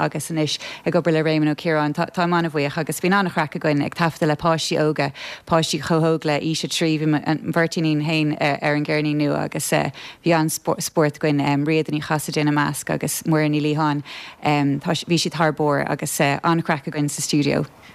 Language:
Irish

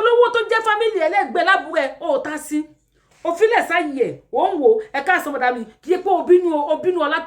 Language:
Yoruba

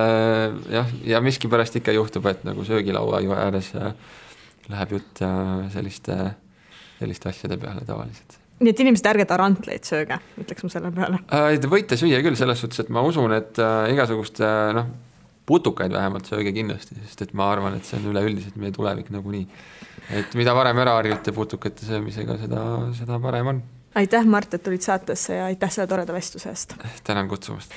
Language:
Estonian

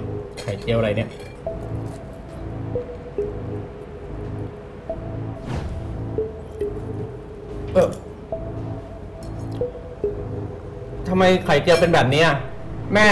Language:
Thai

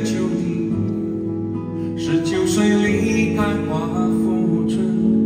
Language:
Chinese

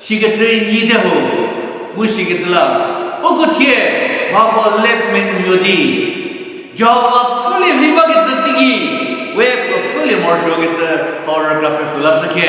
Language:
Angami Naga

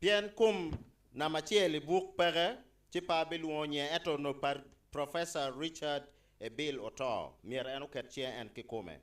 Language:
Acoli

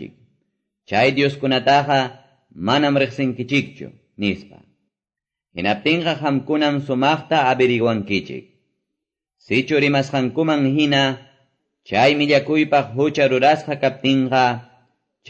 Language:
Quechua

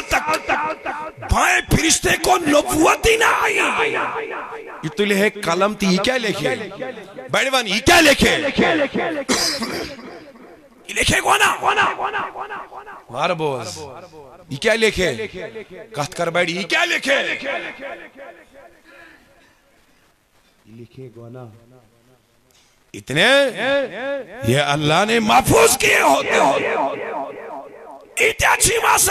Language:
Kashmiri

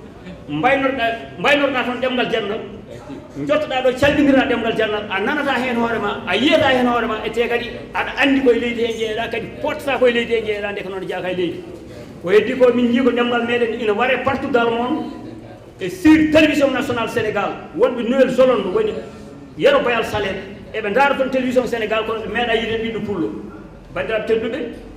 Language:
Fula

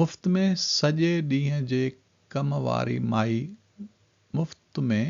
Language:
Sindhi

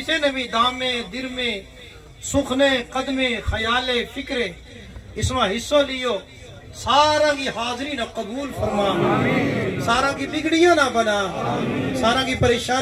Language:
Gujari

